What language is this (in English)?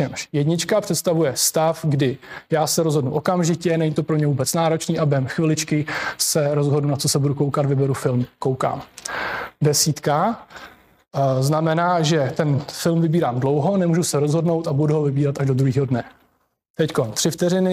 Czech